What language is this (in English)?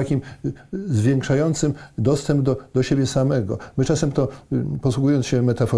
Polish